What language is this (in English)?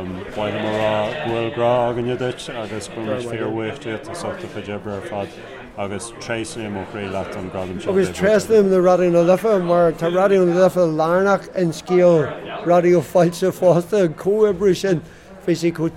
Irish